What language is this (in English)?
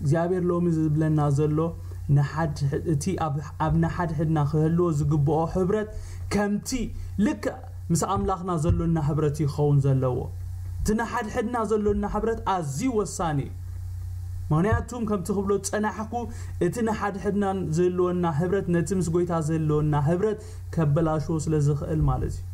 Tigrinya